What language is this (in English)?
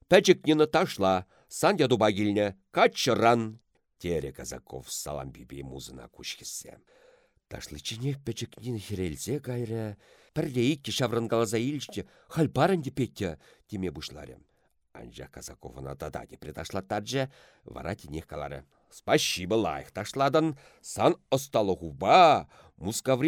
Chuvash